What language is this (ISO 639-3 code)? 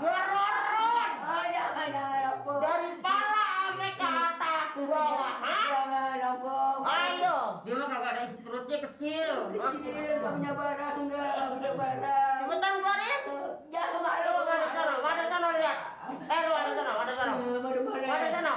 bew